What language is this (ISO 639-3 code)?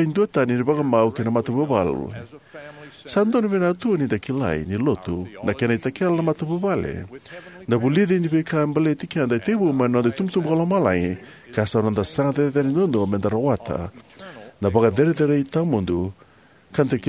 fij